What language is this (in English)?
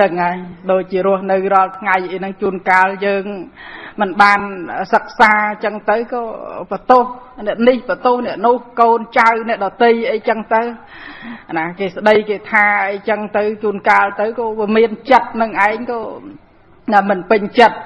Khmer